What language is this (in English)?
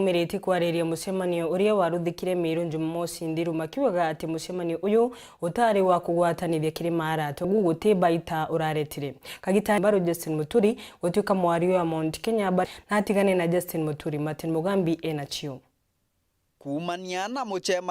Meru